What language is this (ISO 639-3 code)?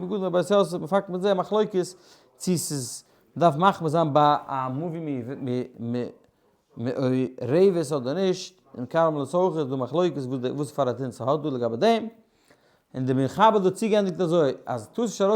yid